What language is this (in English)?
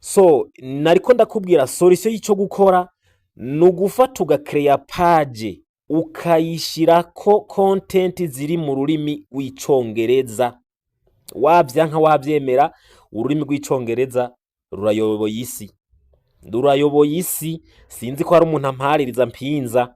Rundi